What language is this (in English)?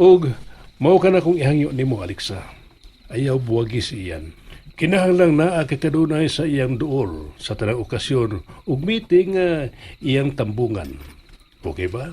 Cebuano